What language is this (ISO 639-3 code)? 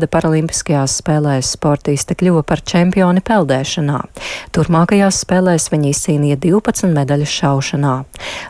lav